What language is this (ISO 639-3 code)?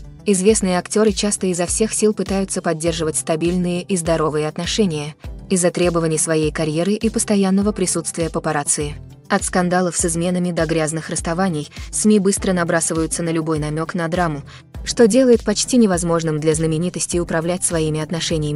rus